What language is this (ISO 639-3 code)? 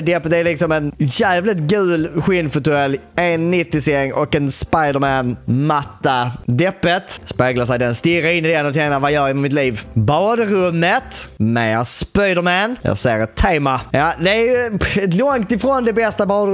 swe